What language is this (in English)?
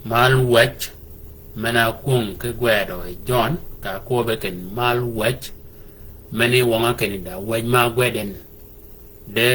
Shilluk